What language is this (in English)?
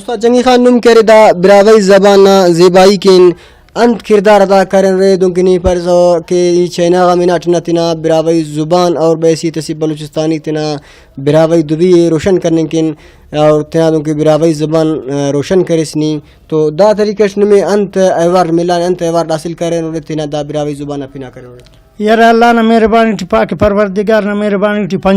Brahui